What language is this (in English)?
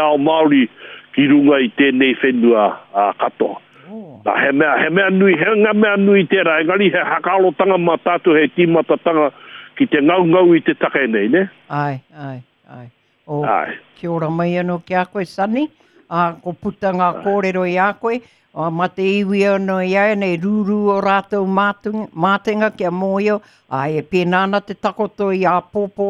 Māori